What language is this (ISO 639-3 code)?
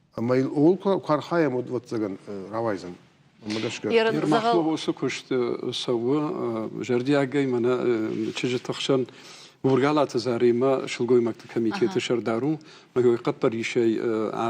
oss